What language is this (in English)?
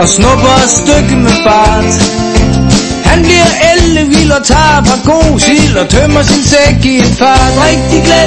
Danish